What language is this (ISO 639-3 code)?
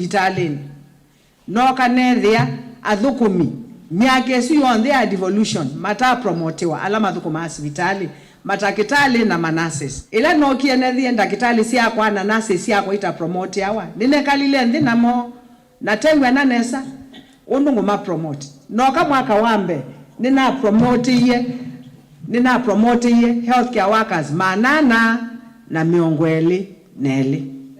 kam